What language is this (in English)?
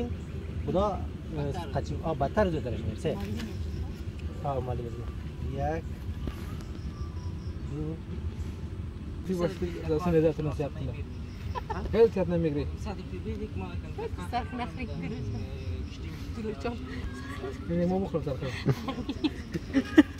Persian